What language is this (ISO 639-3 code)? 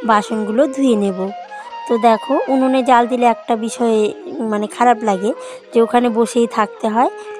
ben